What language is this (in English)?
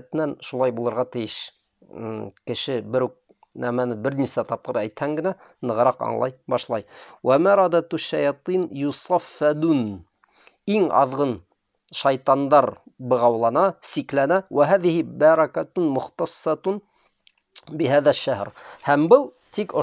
Bashkir